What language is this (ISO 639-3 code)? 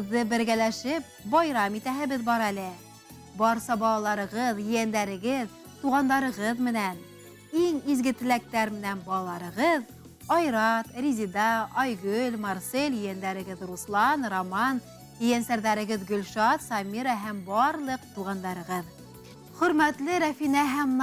bak